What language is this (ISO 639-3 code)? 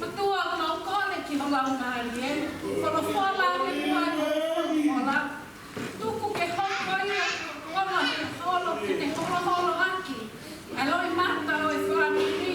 ton